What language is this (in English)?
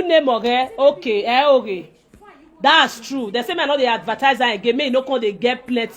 Nigerian Pidgin